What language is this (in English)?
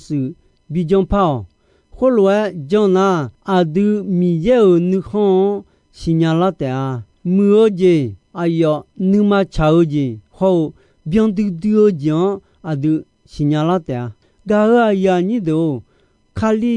Akha